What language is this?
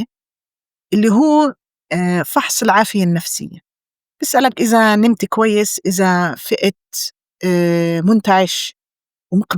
North Levantine Arabic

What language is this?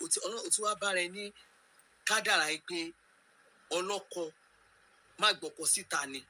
Yoruba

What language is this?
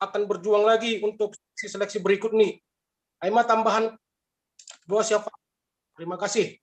Batak Simalungun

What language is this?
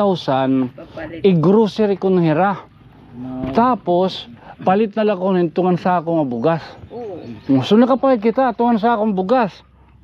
Waray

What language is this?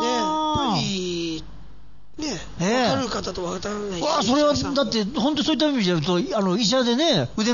Japanese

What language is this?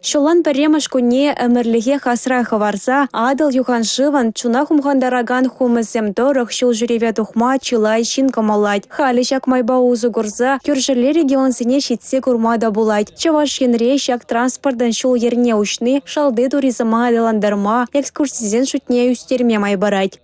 Chuvash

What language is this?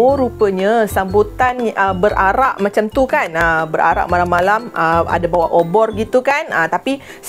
Malay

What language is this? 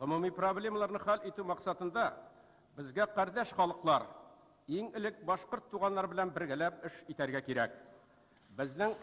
Tatar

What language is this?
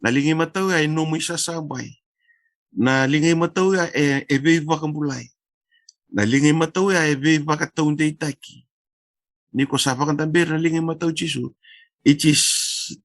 Fijian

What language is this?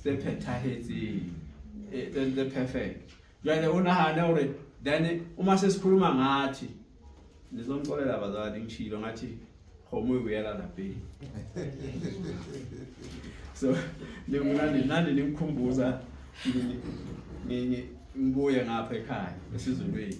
Zulu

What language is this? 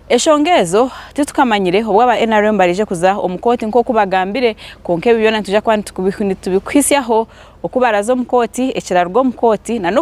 Nyankole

